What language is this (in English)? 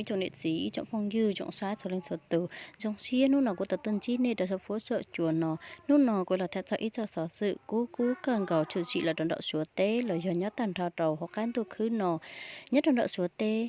Hmong